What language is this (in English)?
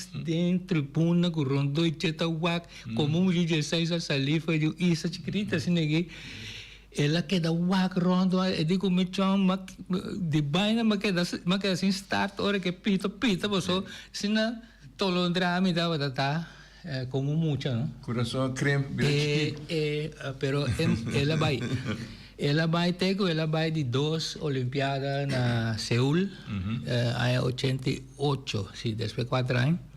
Papiamento